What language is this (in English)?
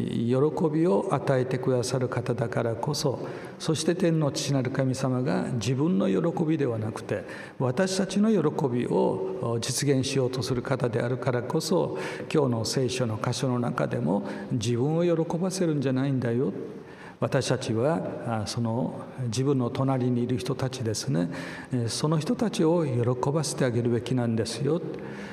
Japanese